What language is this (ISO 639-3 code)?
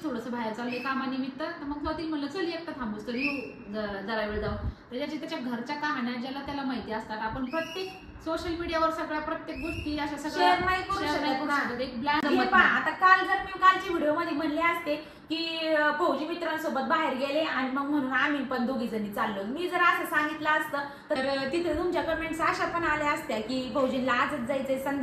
mar